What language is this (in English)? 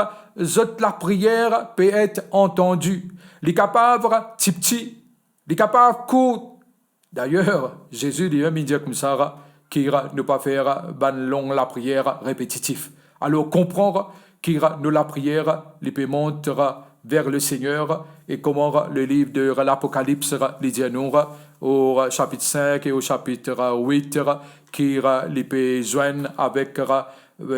Morisyen